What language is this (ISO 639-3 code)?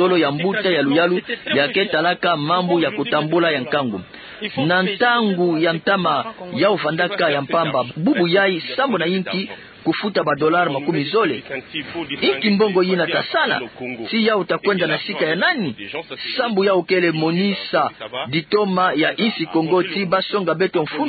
ktu